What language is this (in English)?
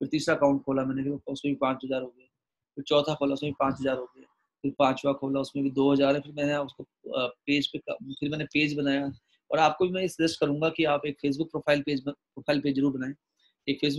Hindi